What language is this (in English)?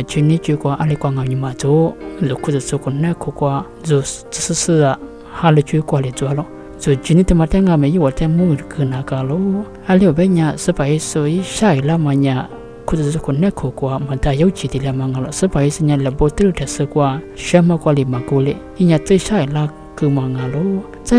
Lisu